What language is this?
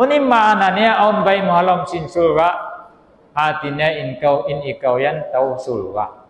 Tausug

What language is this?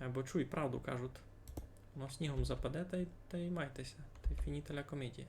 Rusyn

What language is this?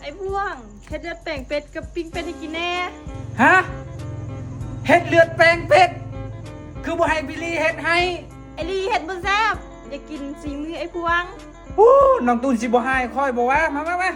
Lao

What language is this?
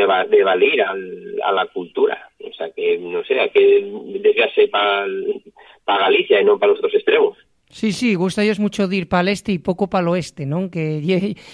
Asturian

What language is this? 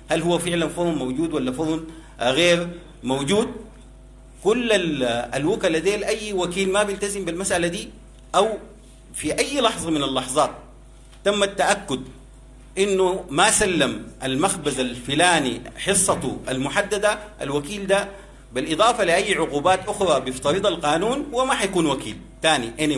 Sudanese Arabic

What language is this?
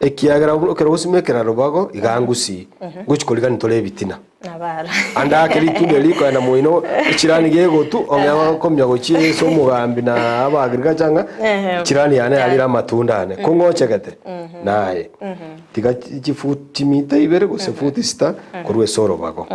Gusii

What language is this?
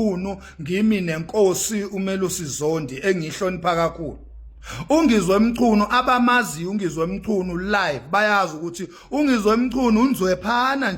Zulu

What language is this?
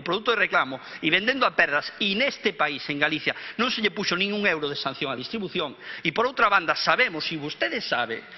Galician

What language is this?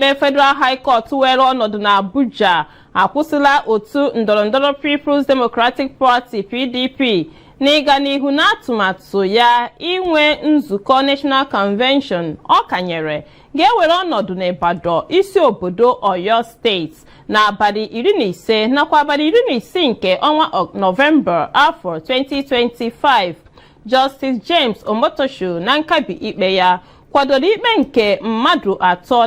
Igbo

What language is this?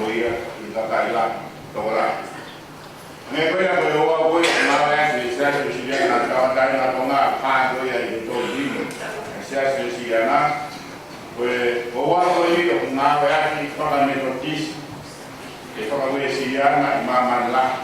Tongan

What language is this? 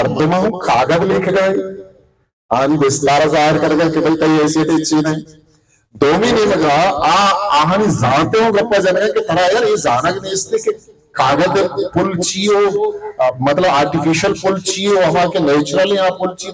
Baluchi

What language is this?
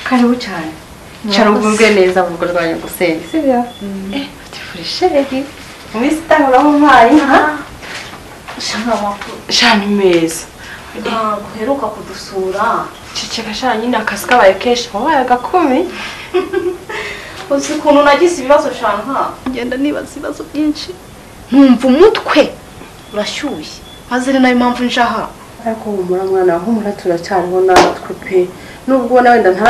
Kinyarwanda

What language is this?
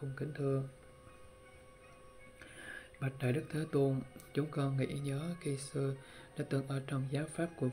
Vietnamese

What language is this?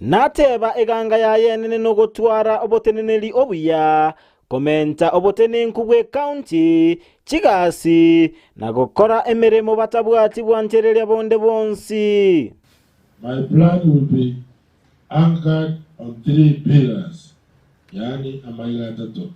Gusii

